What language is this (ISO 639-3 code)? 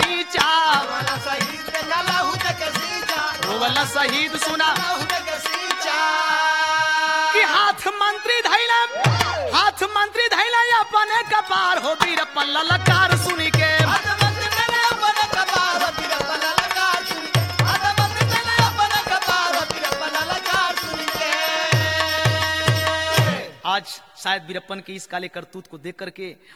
bho